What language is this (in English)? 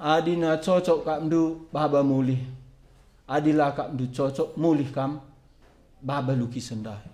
Batak Karo